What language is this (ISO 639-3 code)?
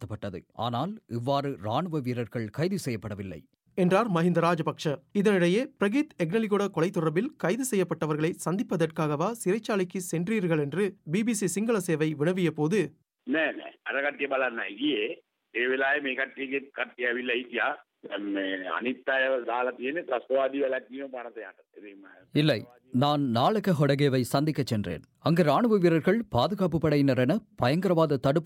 tam